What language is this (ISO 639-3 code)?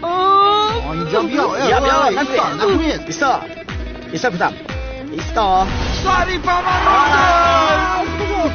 tgk